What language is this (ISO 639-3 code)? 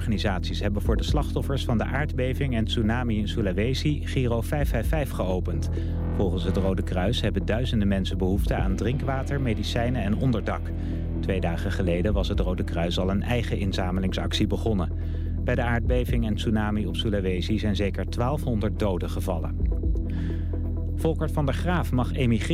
nld